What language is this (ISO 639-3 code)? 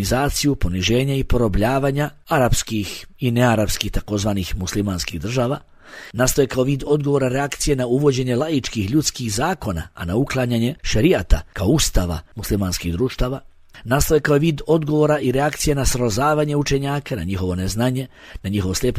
bos